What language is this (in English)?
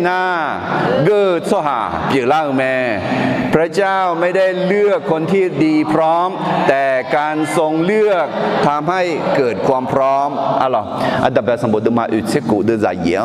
Akha